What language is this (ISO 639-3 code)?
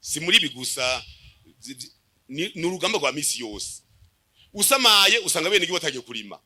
run